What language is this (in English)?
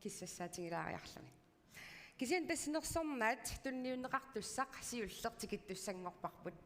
Kalaallisut